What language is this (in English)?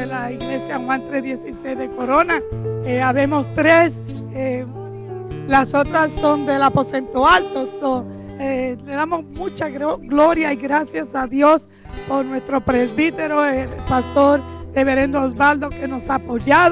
Spanish